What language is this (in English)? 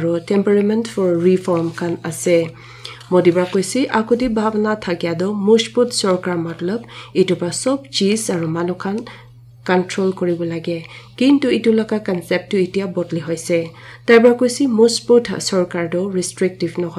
Naga Pidgin